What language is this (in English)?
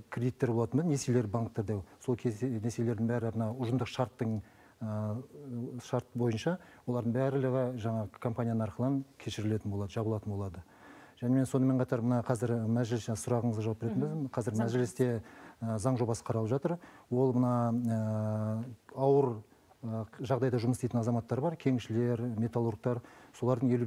Kazakh